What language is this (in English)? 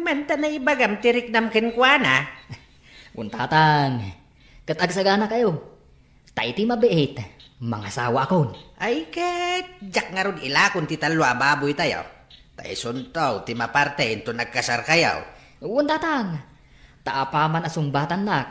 Iloko